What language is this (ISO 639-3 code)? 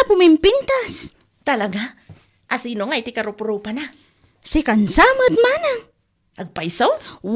ilo